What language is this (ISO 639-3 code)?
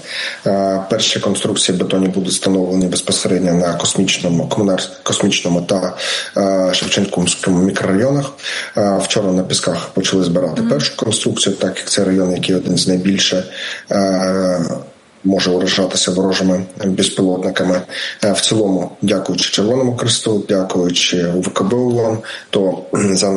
ukr